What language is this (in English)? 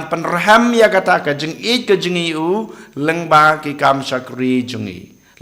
Khasi